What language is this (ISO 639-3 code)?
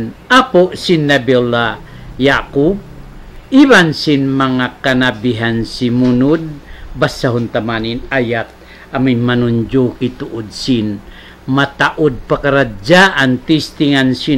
tsg